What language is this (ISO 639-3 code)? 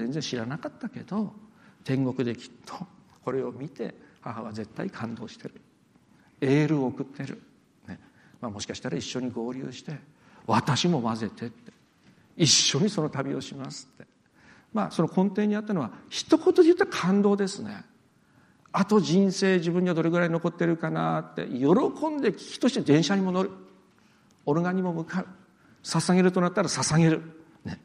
jpn